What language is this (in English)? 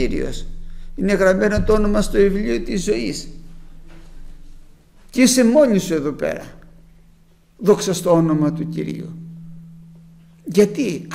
Greek